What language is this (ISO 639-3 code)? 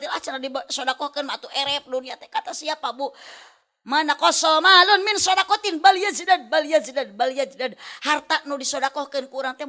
sun